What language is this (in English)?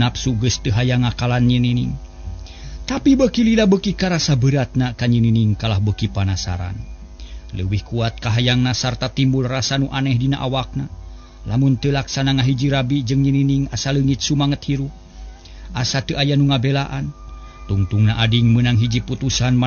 Sundanese